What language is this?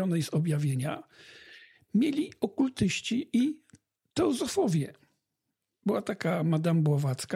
Polish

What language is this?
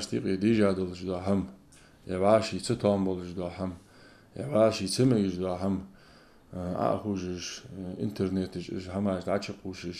Ingush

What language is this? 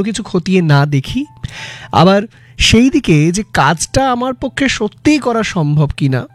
Bangla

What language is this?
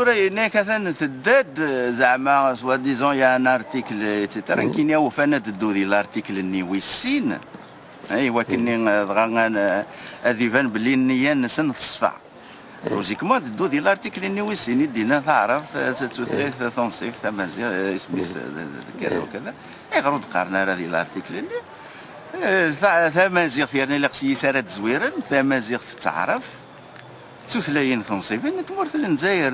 Kabyle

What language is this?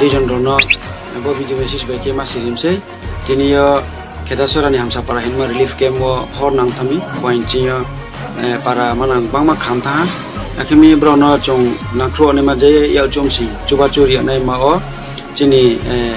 Riang (India)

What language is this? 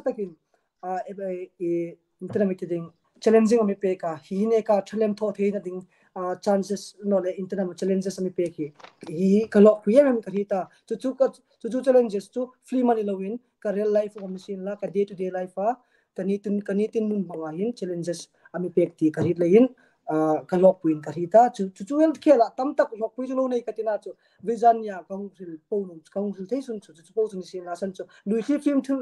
Hmar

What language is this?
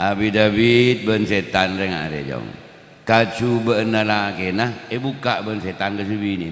Madurese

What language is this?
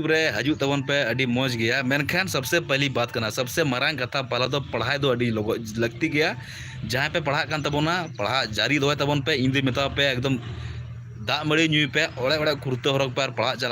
Santali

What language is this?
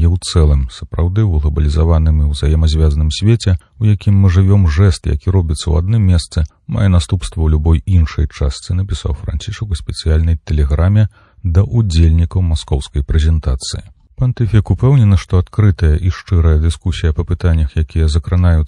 Belarusian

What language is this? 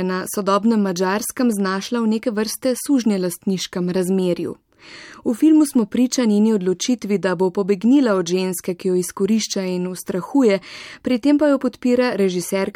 Slovenian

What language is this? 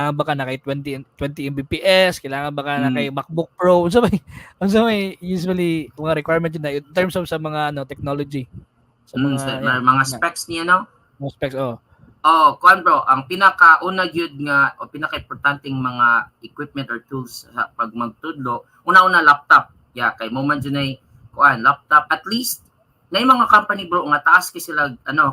Cebuano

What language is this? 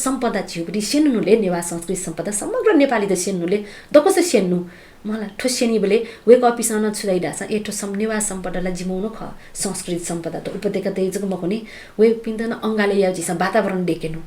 Newari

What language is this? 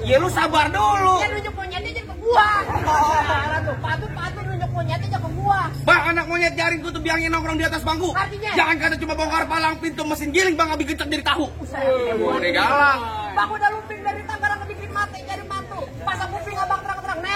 Betawi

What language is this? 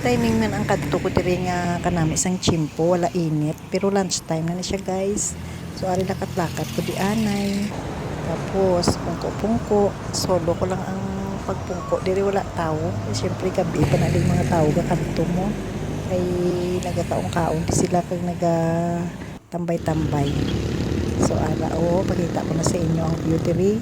Hiligaynon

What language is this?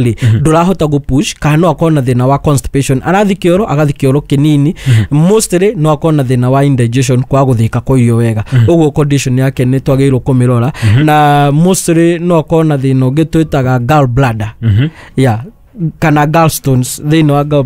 Kikuyu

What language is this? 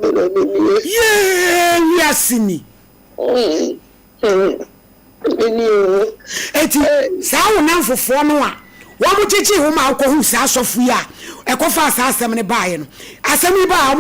Akan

